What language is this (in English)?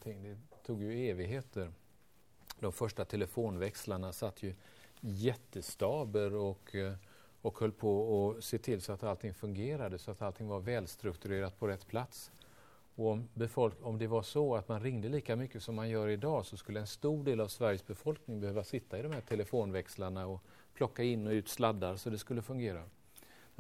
Swedish